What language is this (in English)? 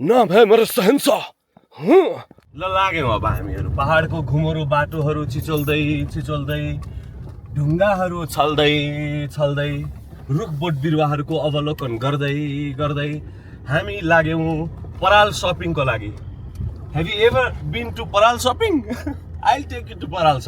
Nepali